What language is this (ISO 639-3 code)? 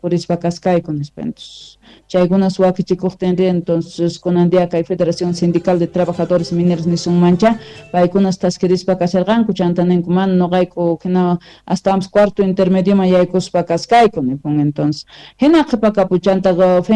que